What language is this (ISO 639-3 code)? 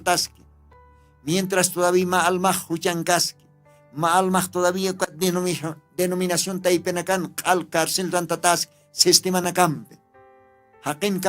aym